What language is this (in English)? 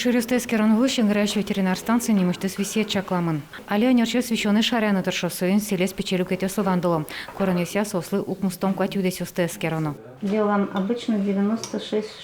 Udmurt